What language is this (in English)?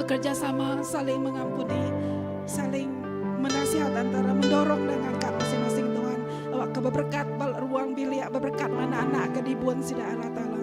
Iban